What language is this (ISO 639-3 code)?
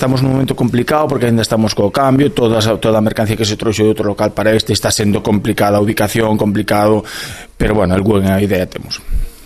glg